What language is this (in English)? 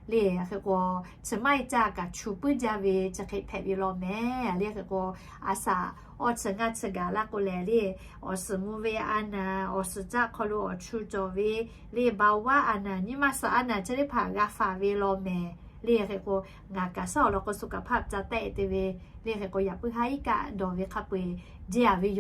Lahu